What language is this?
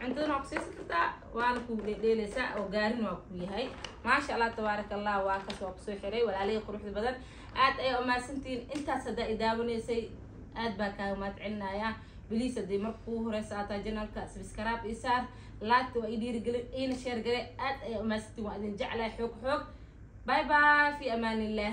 Somali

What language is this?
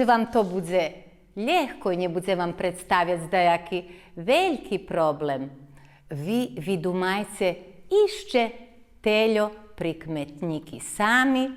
Rusyn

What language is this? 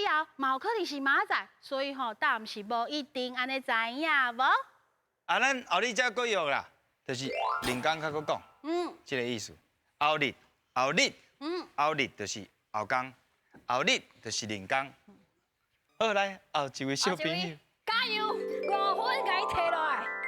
Min Nan Chinese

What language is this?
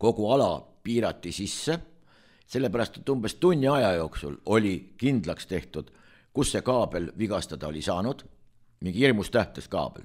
Estonian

